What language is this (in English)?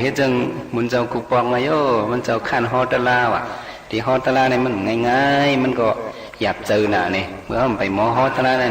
Shan